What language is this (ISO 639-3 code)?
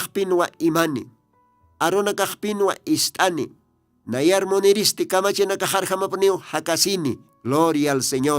aym